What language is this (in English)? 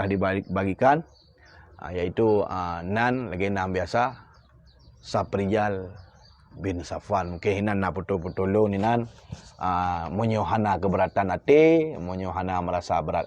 Achinese